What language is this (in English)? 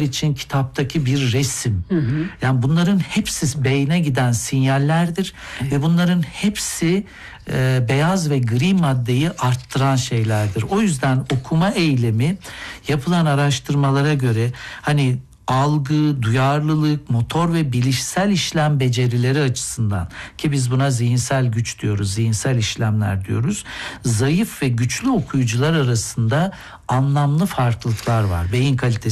Turkish